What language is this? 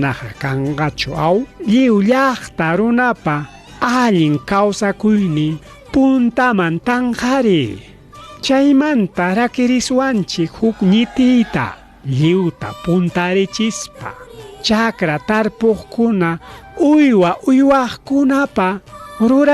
Ayacucho Quechua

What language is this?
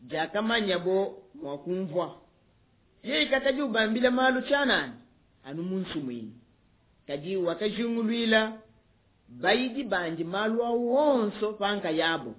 Luba-Lulua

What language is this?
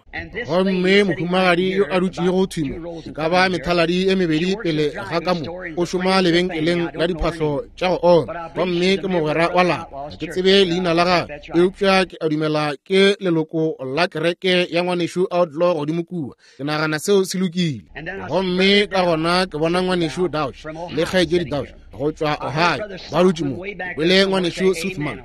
Northern Sotho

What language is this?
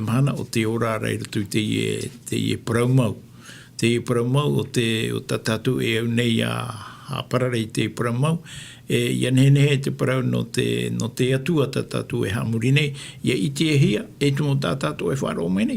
Tahitian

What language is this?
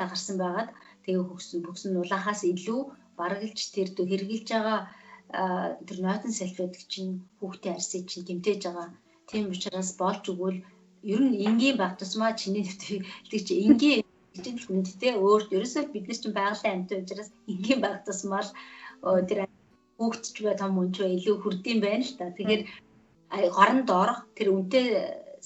Mongolian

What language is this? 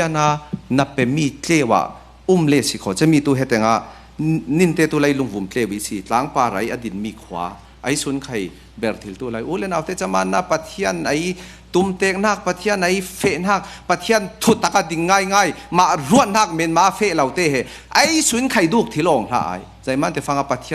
Falam Chin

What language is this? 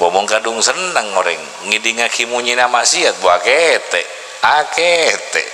Madurese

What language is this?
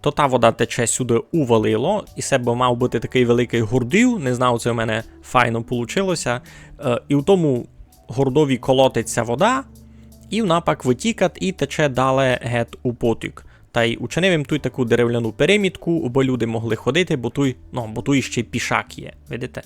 Rusyn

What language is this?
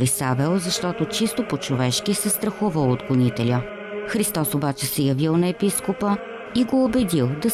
Bulgarian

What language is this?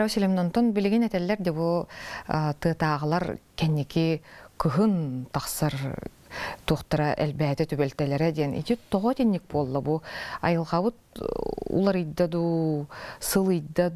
Yakut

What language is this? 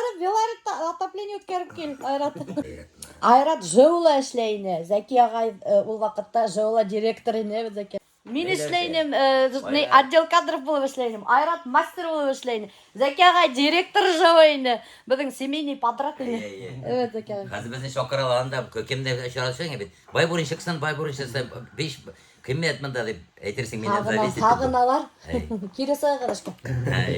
Bashkir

